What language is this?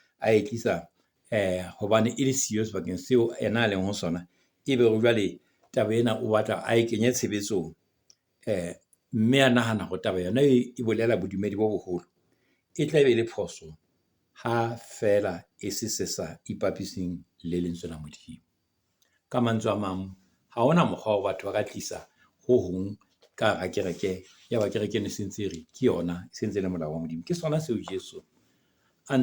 Southern Sotho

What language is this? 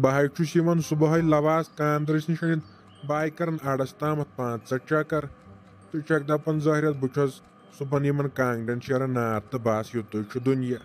Kashmiri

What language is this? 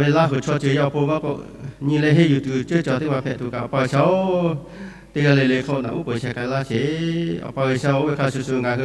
Lahu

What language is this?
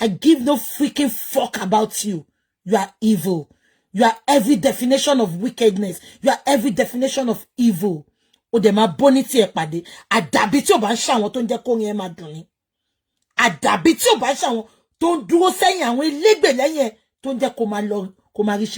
Yoruba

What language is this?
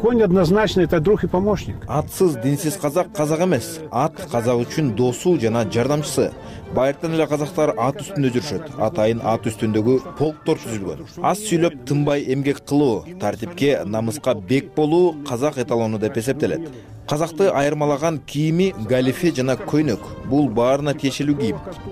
Kyrgyz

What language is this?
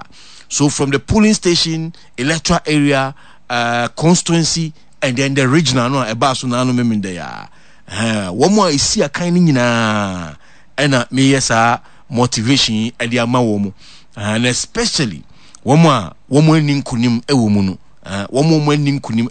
Akan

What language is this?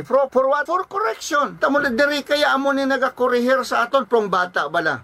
Hiligaynon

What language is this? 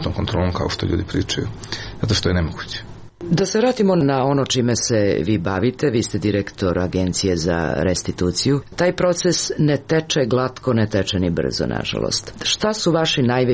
Serbian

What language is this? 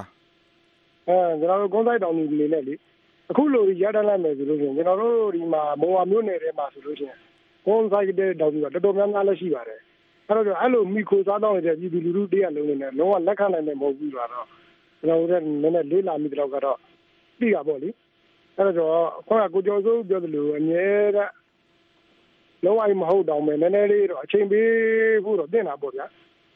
Burmese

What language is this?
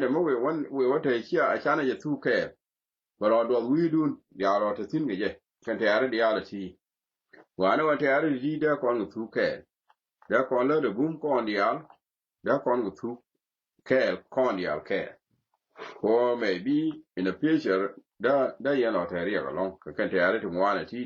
Nuer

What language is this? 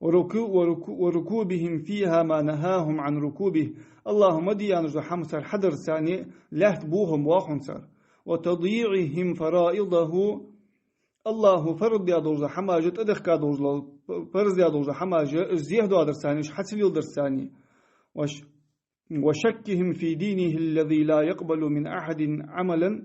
Ingush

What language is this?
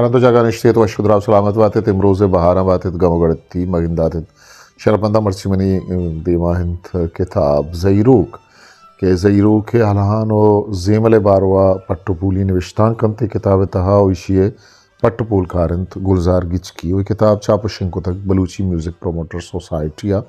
Eastern Balochi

